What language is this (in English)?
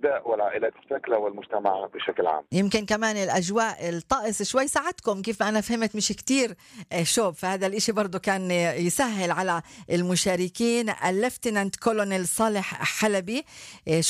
North Levantine Arabic